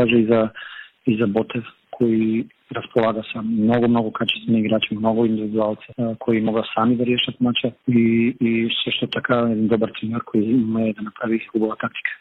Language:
Bulgarian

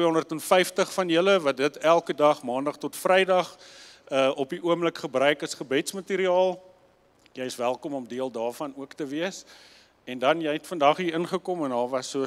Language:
Afrikaans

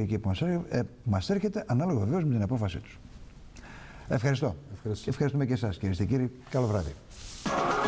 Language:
Greek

